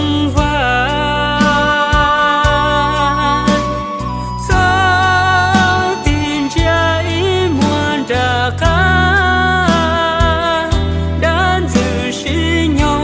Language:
Hmong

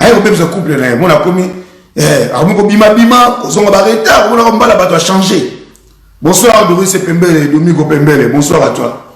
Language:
Lingala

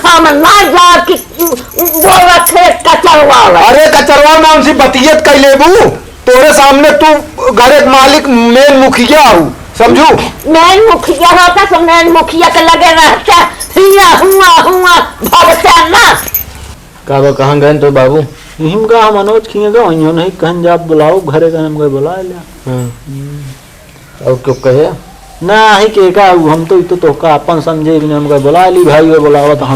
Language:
Awadhi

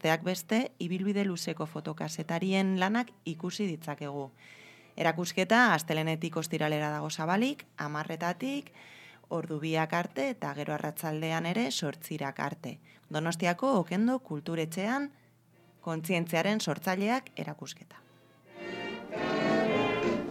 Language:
Basque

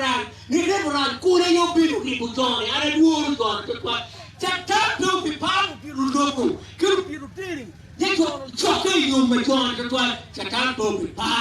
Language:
Acoli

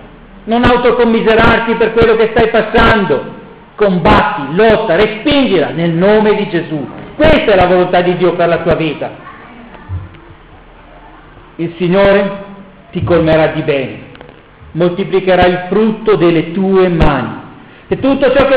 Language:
Italian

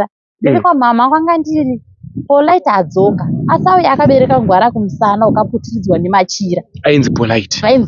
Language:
Shona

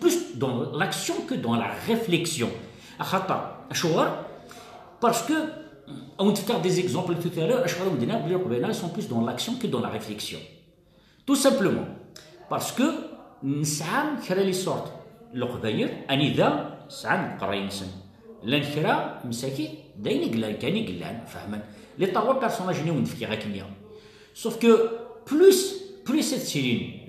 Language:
Kabyle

